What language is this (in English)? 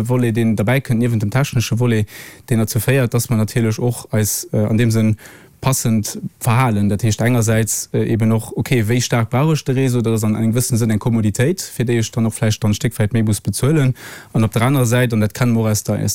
Luxembourgish